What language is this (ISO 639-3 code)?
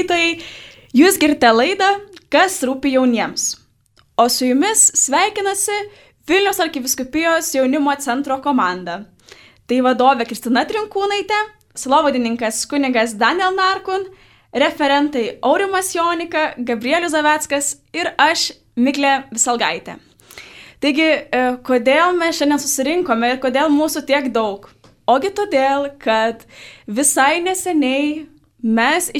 lit